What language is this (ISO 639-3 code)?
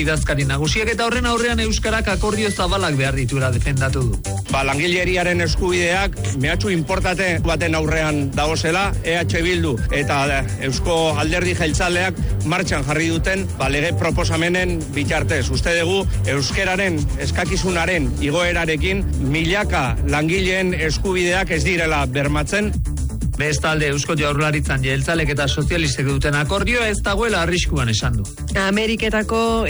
eus